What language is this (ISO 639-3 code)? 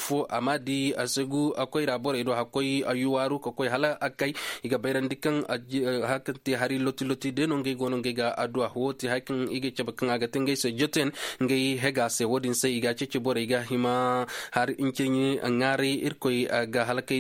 ses